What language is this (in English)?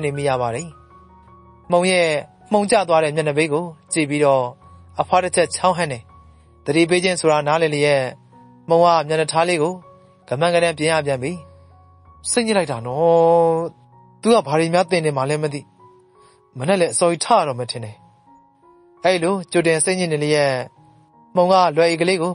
Burmese